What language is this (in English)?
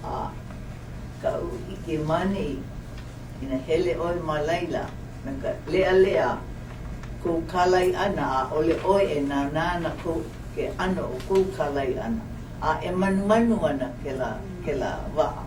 Hawaiian